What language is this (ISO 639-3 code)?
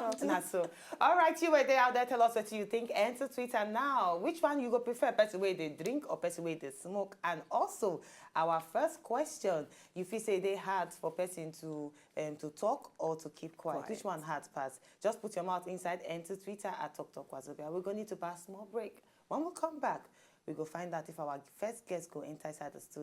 pcm